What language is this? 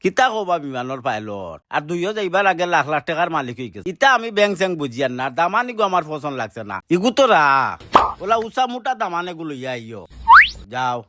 Sylheti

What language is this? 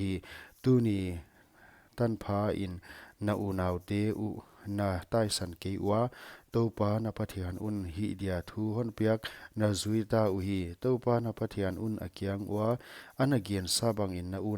Paite Chin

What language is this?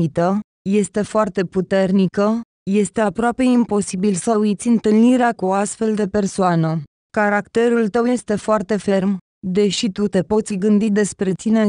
Romanian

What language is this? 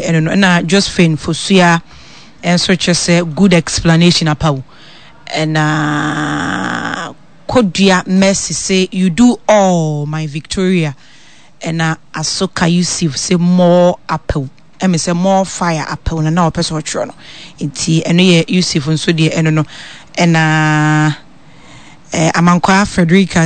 Akan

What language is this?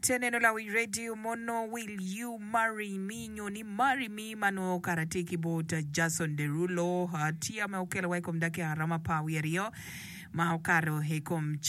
Acoli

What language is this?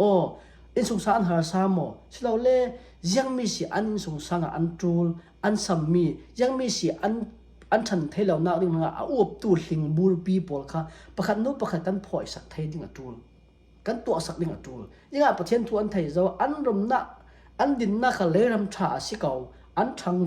Falam Chin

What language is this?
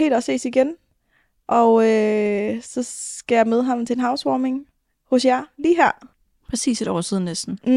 Danish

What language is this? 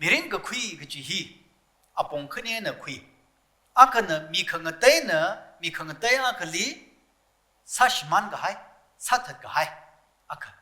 Tangkhul Naga (India)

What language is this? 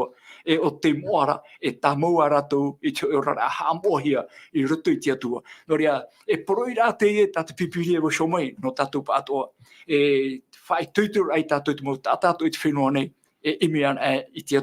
Tahitian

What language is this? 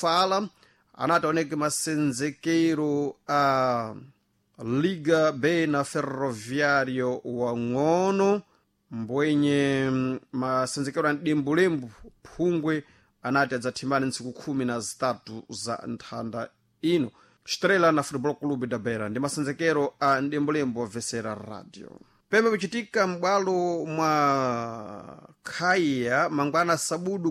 Sena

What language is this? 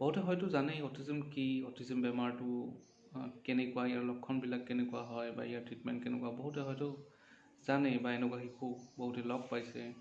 Assamese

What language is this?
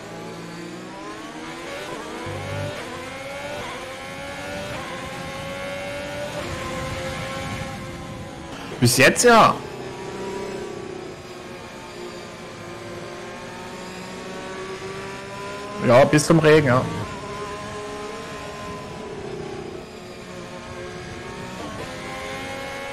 German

